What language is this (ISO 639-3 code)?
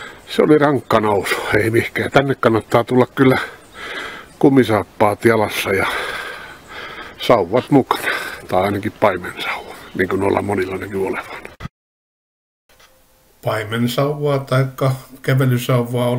fin